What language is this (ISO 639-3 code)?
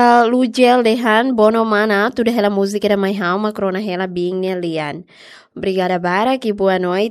tet